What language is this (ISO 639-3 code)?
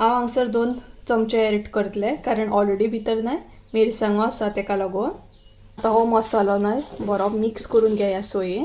kok